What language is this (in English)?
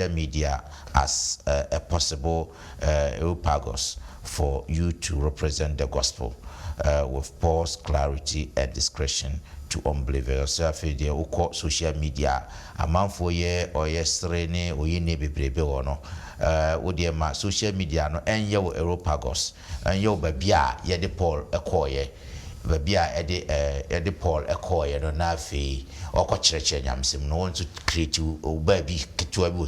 Akan